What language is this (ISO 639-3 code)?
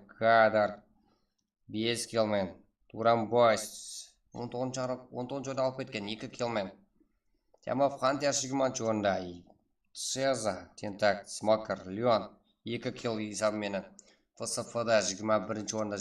kaa